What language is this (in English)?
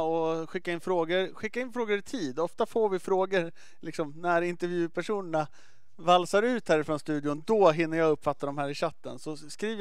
Swedish